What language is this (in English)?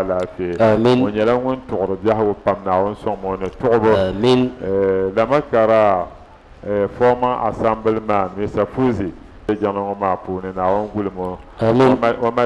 Dagbani